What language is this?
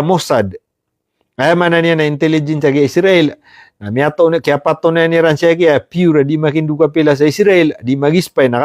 Maranao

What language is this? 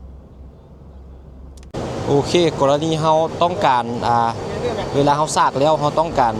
Lao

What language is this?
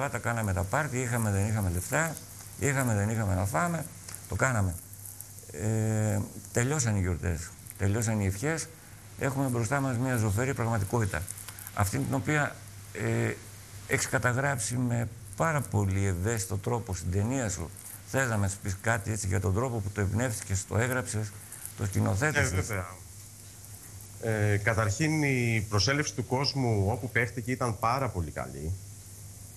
Greek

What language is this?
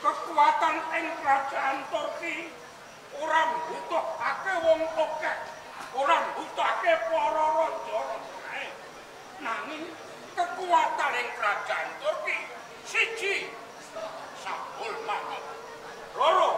Javanese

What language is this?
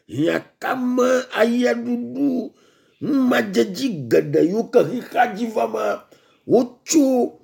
Ewe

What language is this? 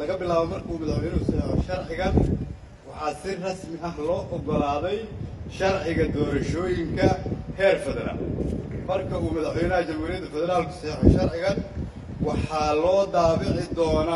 Somali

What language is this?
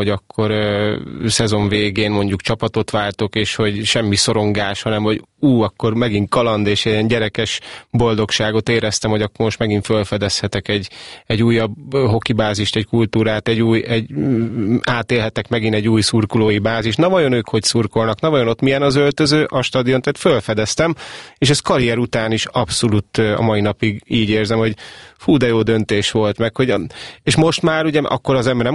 Hungarian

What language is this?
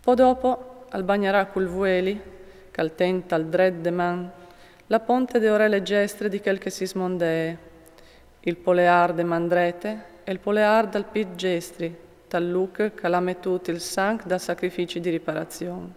Friulian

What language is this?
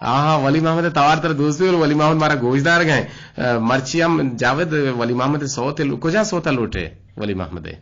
Eastern Balochi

